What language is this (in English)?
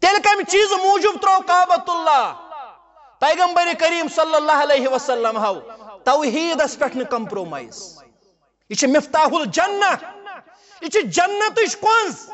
Kashmiri